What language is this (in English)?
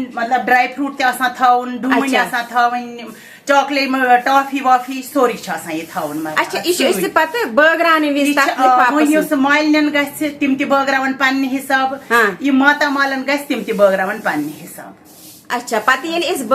Kashmiri